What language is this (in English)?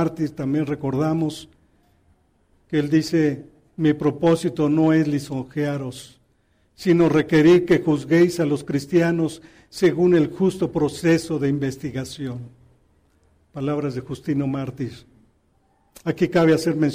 Spanish